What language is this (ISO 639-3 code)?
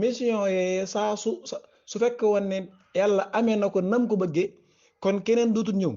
wol